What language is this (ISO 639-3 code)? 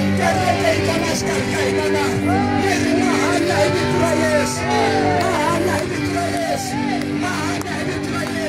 tso